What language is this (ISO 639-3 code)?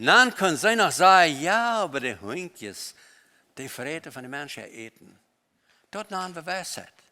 pdt